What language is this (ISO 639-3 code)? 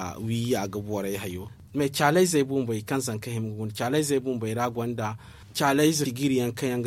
dje